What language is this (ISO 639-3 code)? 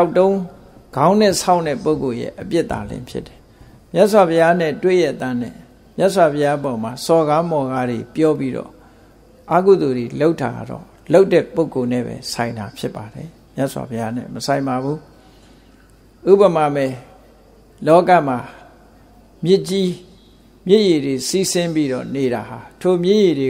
mya